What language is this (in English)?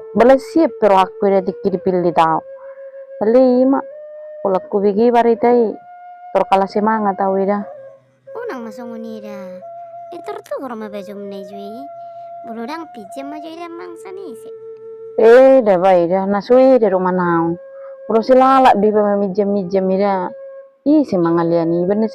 Batak Toba